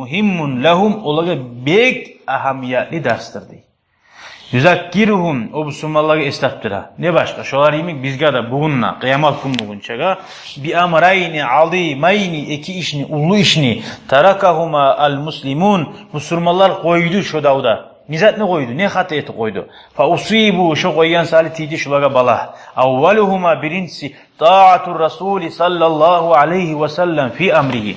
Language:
Kumyk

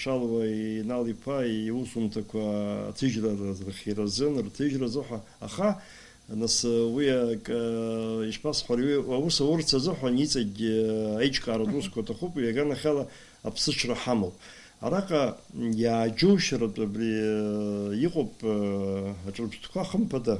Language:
Abkhazian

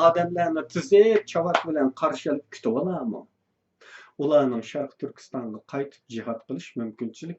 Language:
Uyghur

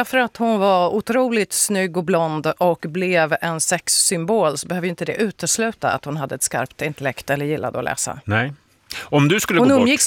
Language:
Swedish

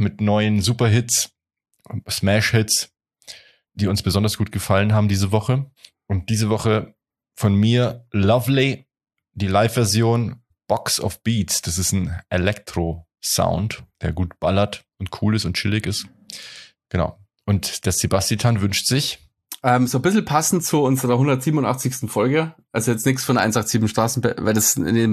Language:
German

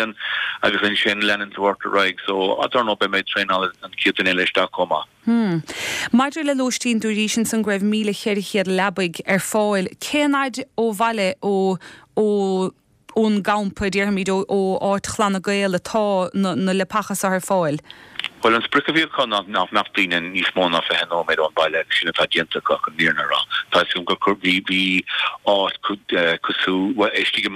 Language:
Irish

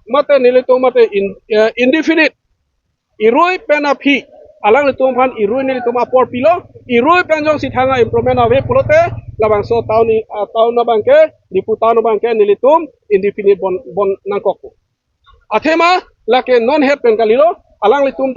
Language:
Karbi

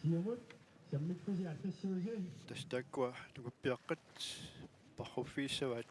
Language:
Kalaallisut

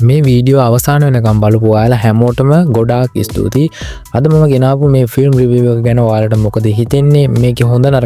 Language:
Sinhala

